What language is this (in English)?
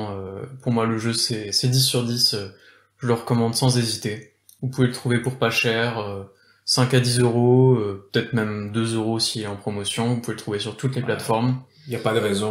French